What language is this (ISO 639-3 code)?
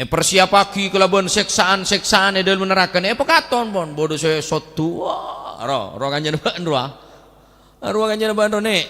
mad